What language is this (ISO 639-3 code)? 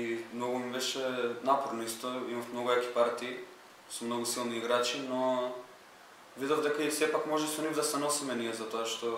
mkd